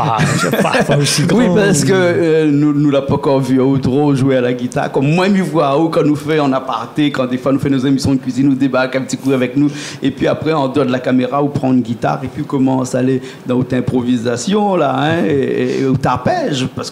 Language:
Réunion Creole French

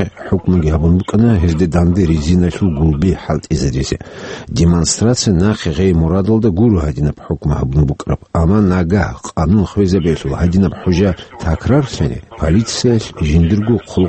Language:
Avaric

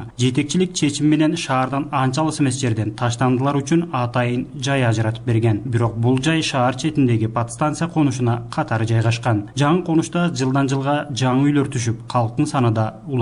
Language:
Kyrgyz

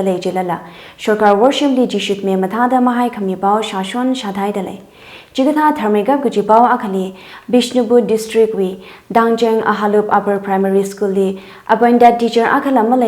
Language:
Tangkhul Naga (India)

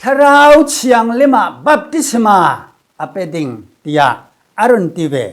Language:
Falam Chin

